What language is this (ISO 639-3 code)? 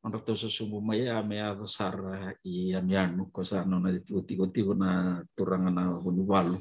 fij